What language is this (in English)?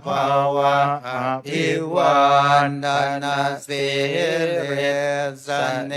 Pali